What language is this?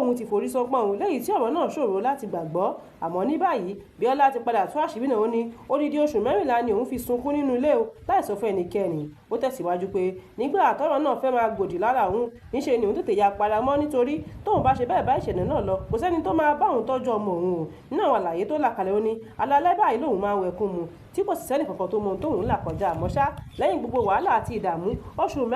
Yoruba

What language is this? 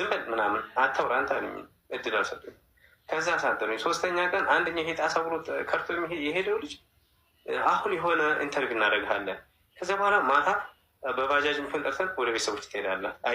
Amharic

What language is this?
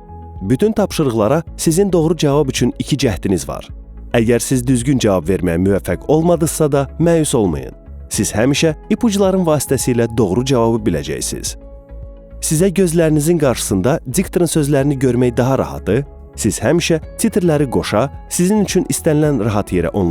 Azerbaijani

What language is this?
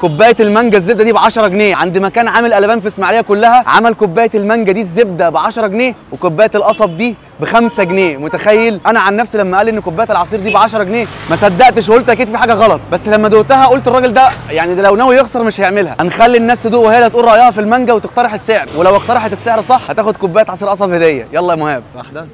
Egyptian Arabic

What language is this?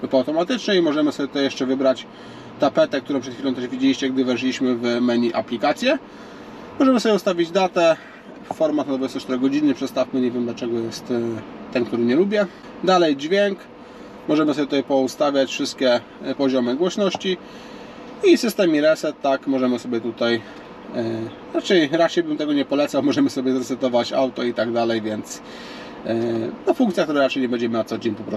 Polish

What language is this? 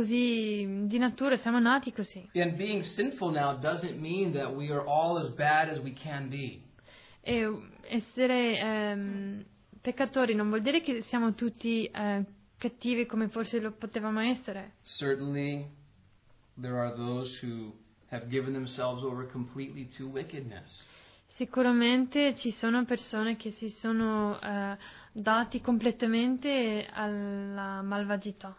Italian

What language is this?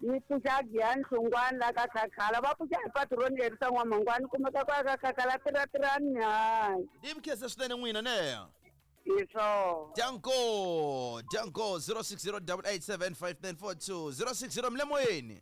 Tsonga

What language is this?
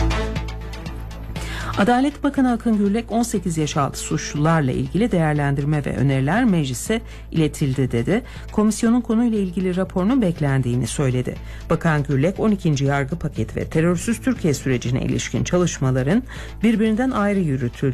Turkish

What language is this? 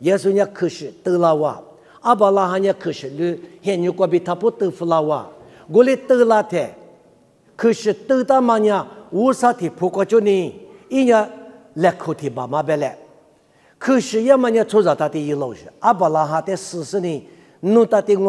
Lisu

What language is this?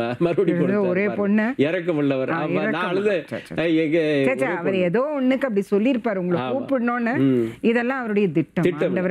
Tamil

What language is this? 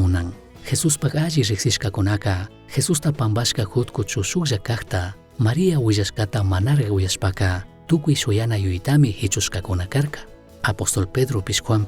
Chimborazo Highland Quichua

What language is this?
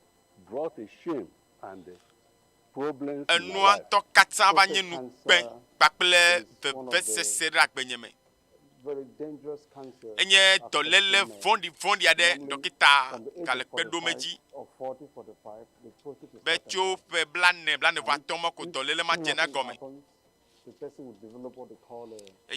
Ewe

